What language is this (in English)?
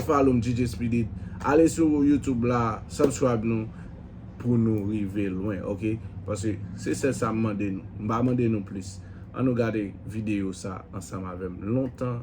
Haitian Creole